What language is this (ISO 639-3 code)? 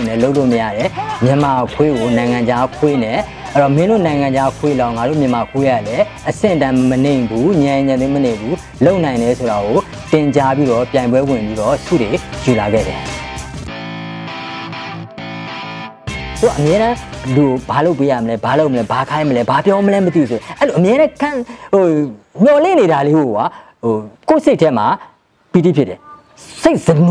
mya